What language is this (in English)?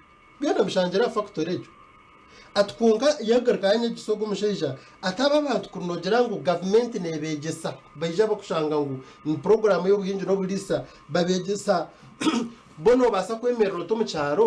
Nyankole